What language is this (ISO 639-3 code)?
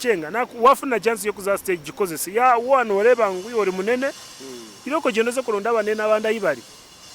nyn